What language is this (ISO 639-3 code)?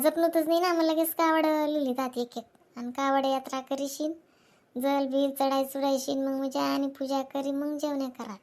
khn